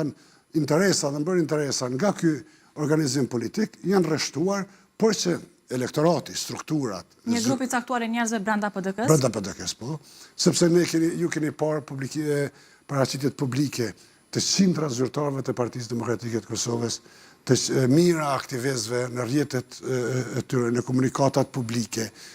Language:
Albanian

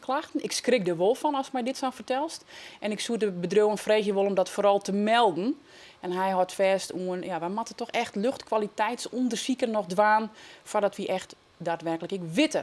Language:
Western Frisian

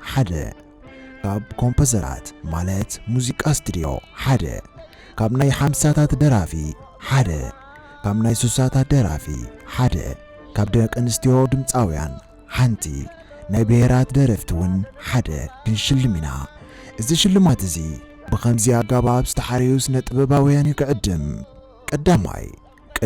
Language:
Tigrinya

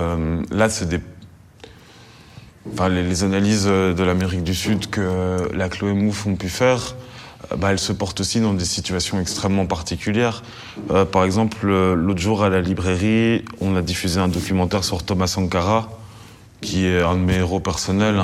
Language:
French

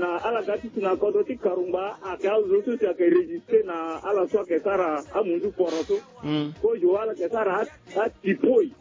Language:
Sango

